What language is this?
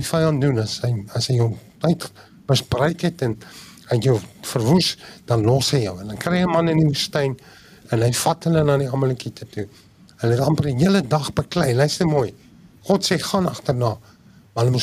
Afrikaans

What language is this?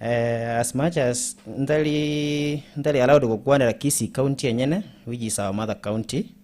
Gusii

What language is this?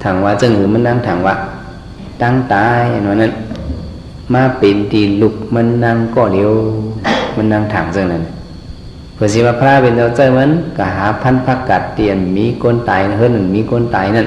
Shan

